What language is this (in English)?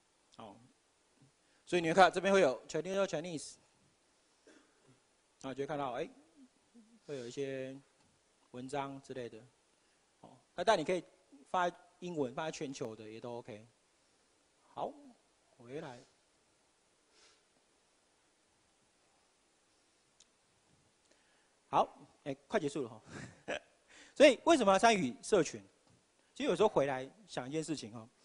Chinese